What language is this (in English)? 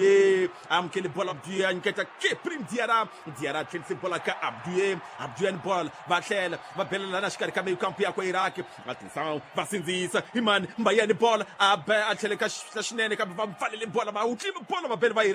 Tsonga